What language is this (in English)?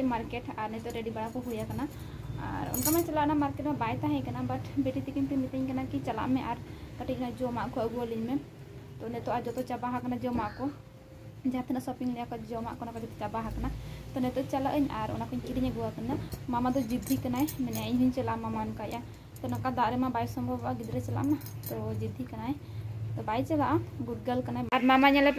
Santali